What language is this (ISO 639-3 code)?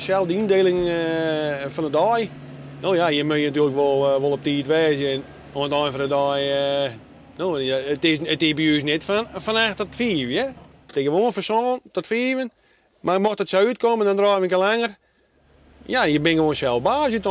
fry